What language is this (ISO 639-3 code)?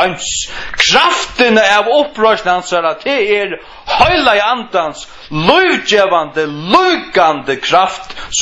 fao